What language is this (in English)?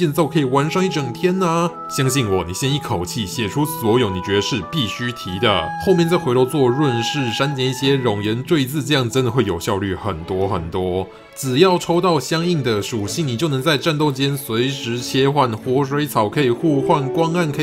Chinese